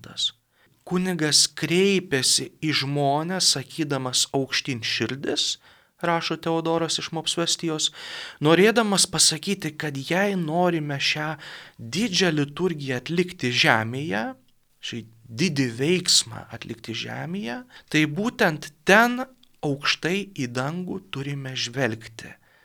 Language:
Lithuanian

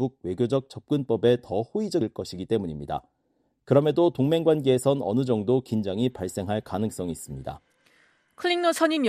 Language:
Korean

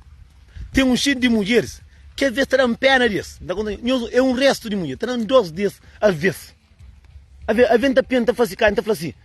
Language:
Kabuverdianu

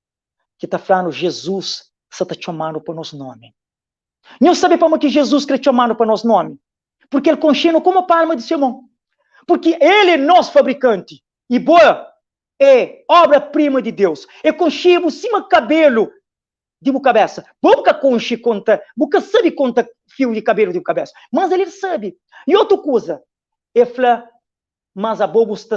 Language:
Kabuverdianu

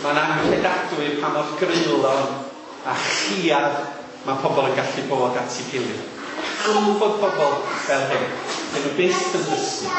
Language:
Welsh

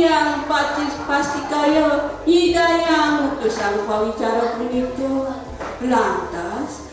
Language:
Balinese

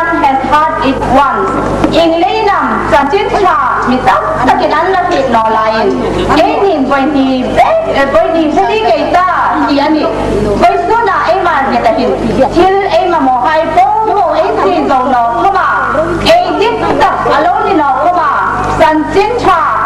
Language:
Hmar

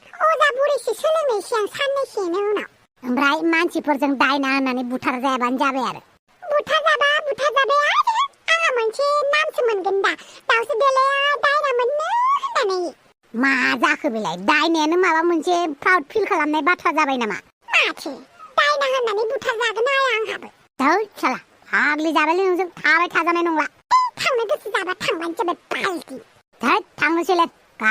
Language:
Bodo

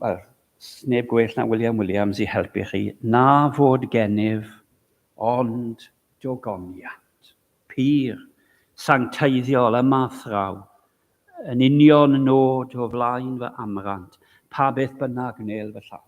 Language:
Welsh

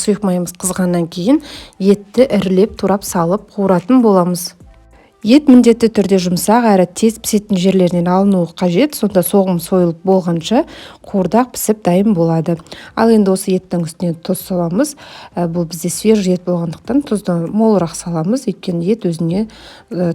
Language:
Kazakh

